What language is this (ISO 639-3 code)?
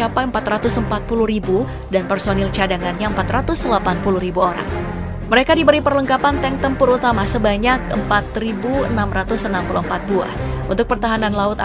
ind